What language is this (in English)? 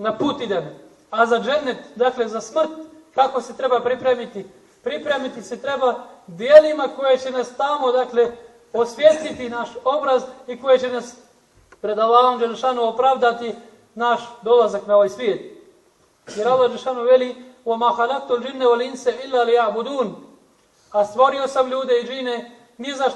Bosnian